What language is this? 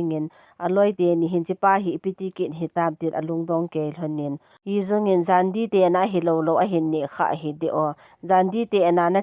Thado Chin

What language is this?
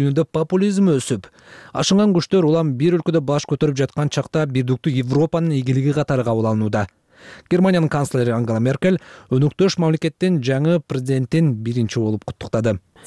Kyrgyz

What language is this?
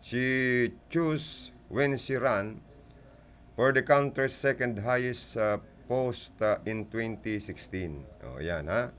Bikol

